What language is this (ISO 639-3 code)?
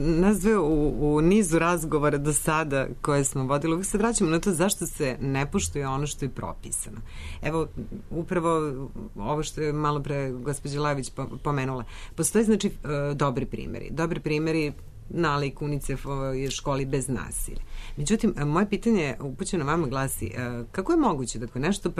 srp